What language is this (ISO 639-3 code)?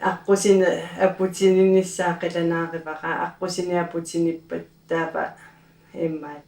kal